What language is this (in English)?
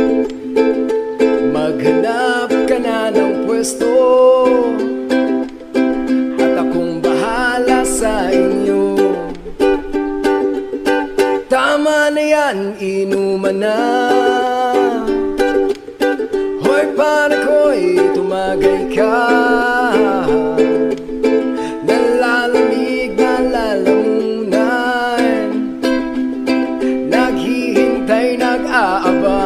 Filipino